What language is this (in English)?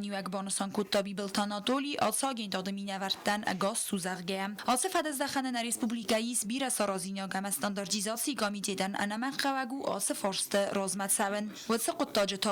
Ossetic